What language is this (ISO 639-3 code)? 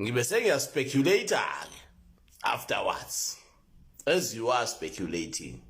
zul